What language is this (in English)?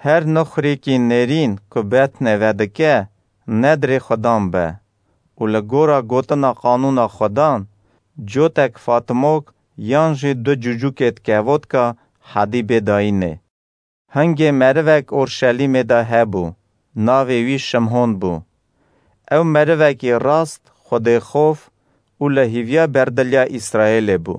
Kurdish